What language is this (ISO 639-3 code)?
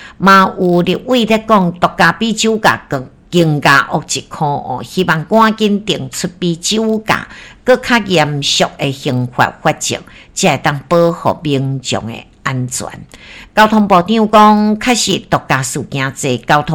nan